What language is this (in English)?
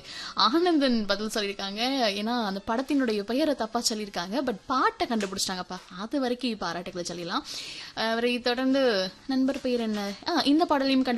Tamil